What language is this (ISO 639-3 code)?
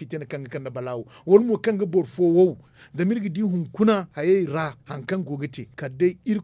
dje